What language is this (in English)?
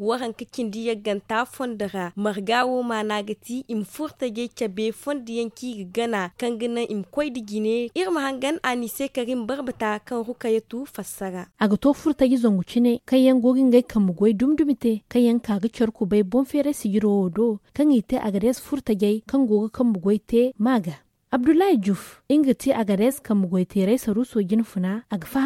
Zarma